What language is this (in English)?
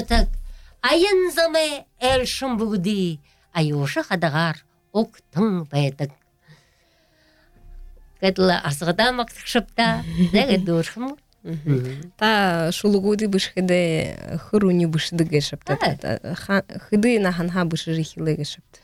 Buriat